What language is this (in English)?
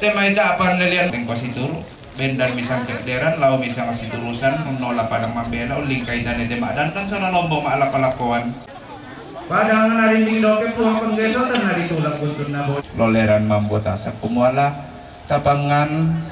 Toraja-Sa'dan